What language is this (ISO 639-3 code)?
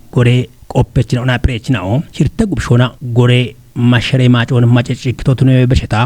kbr